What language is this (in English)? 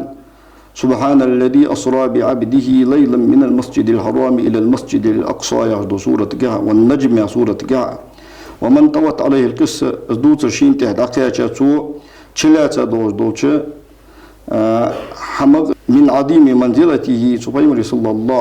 Ingush